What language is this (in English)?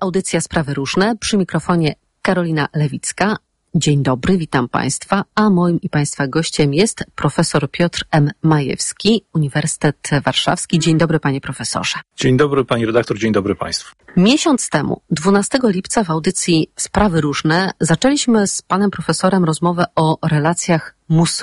Polish